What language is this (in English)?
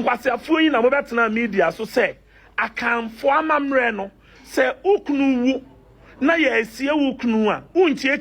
Akan